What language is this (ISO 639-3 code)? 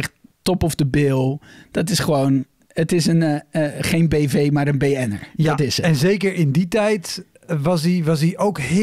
nld